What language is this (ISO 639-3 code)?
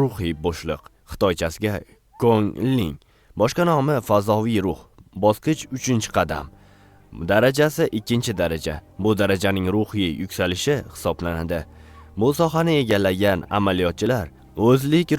uzb